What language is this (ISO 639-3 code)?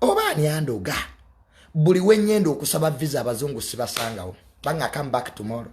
lug